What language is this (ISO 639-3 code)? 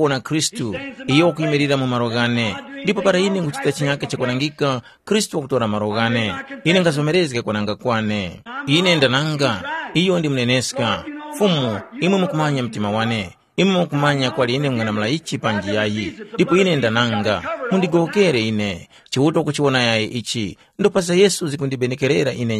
tum